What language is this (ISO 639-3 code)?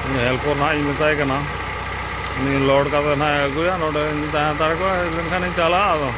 sat